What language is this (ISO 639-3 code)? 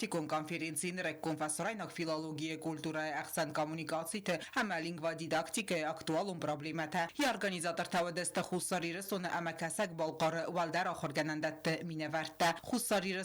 oss